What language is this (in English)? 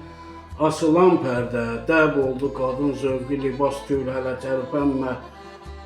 Azerbaijani